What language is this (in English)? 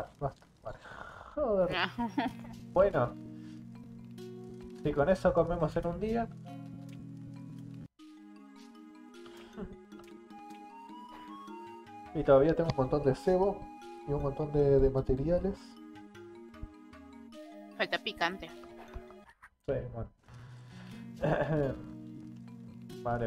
Spanish